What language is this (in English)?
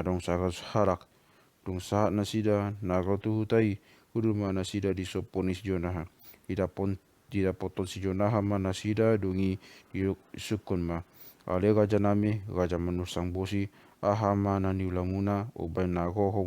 Batak Toba